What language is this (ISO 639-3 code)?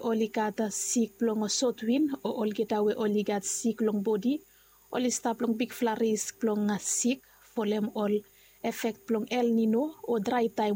bis